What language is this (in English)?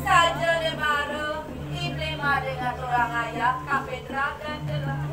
Balinese